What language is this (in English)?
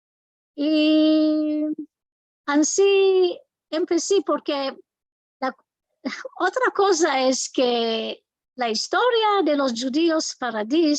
Ladino